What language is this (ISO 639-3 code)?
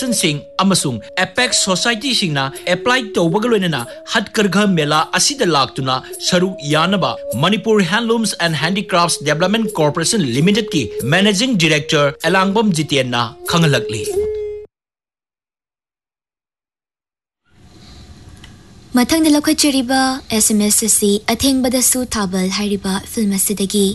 mni